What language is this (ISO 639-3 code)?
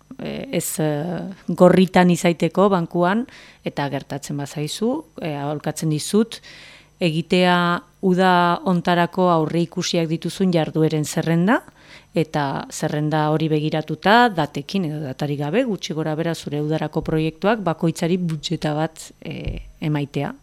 eus